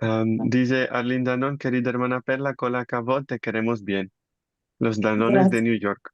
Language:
Ladino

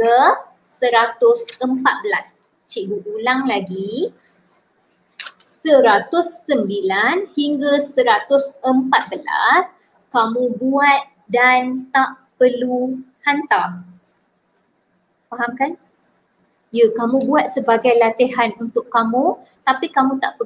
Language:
Malay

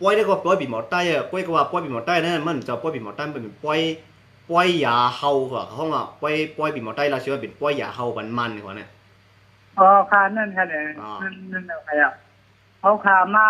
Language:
Shan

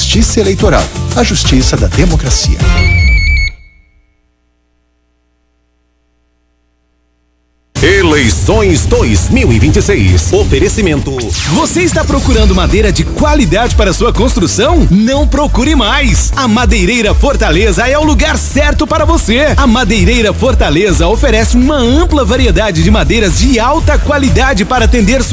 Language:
Portuguese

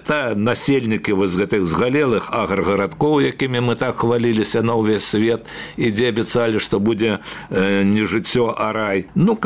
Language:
Belarusian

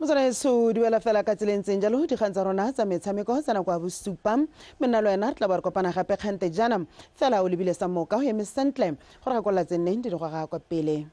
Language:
Tswana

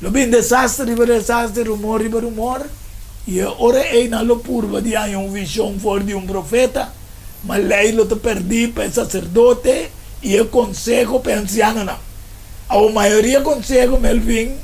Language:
Papiamento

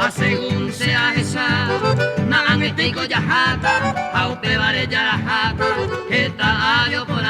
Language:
Guarani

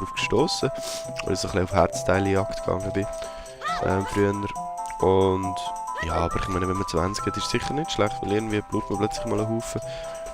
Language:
Swiss German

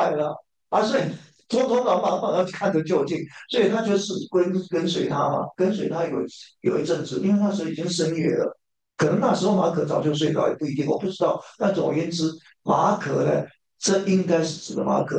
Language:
Chinese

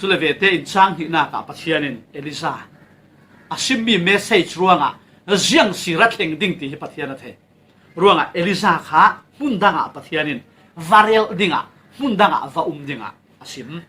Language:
Falam Chin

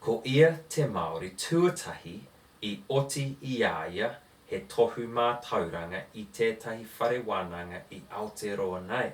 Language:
Māori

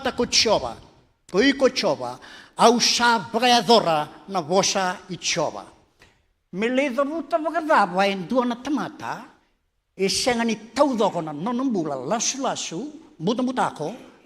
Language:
Fijian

